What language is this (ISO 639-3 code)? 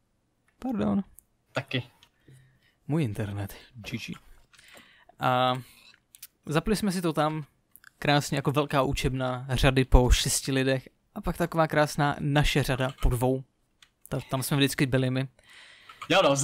ces